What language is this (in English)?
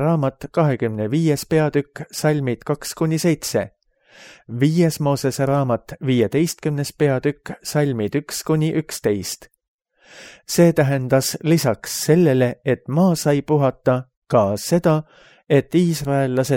Estonian